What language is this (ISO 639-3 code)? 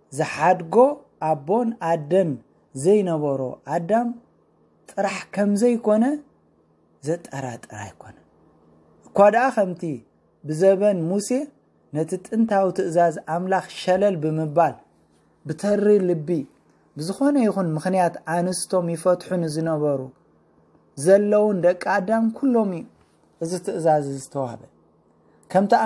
tir